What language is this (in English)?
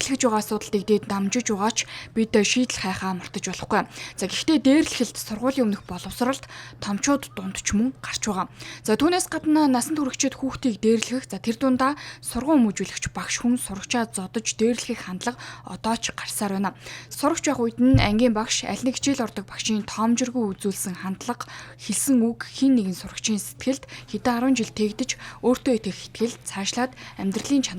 Mongolian